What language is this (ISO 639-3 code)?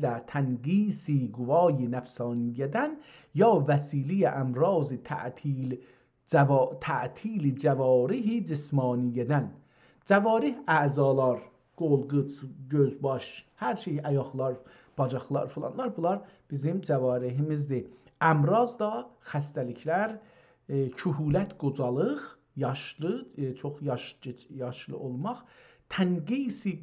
azb